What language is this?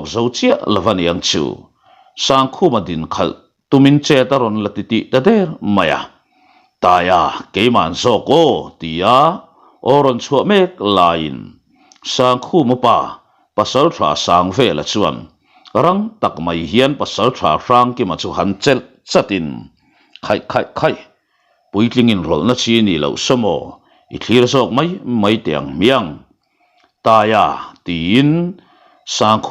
Mizo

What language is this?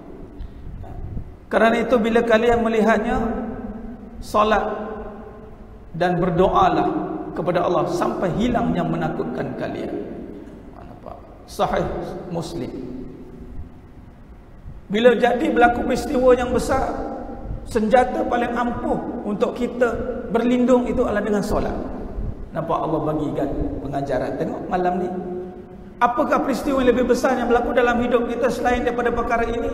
Malay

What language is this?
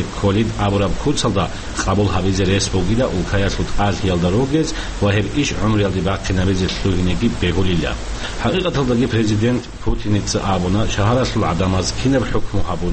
Avaric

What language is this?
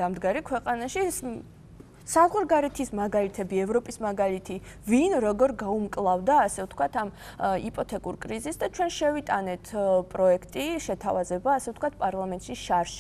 Georgian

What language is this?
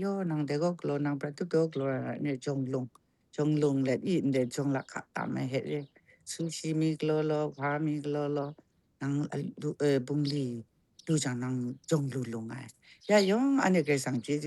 Kachin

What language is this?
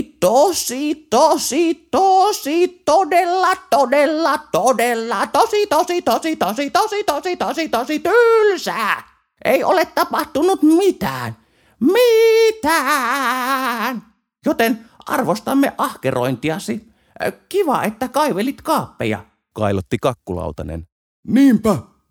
Finnish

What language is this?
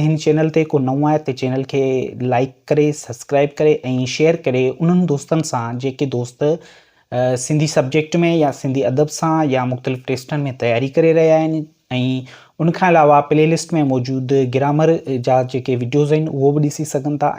Sindhi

